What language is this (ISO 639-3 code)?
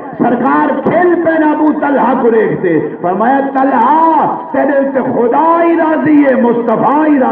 skr